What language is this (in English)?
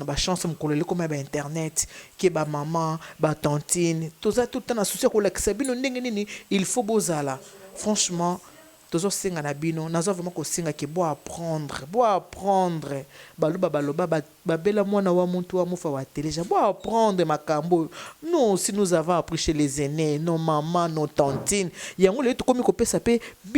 Lingala